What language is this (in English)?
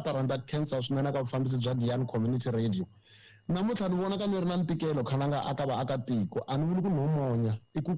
Tsonga